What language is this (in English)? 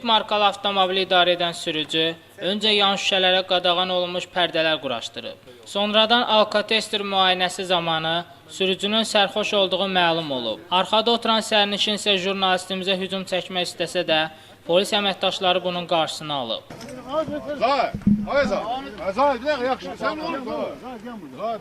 Azerbaijani